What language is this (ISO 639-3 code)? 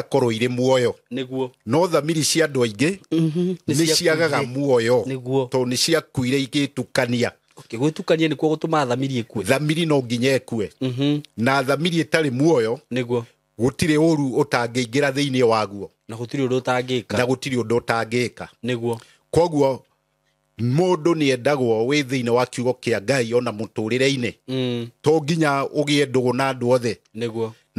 kik